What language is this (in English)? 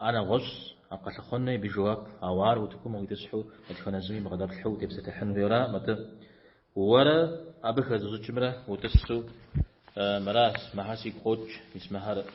Kabardian